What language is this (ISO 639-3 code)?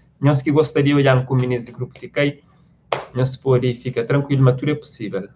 kea